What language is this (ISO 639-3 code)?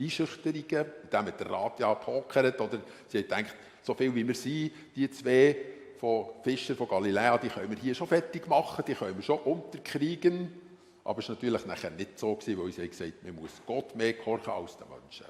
gsw